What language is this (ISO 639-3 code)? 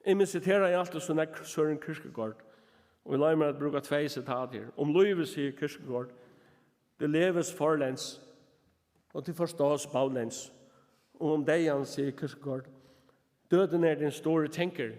fao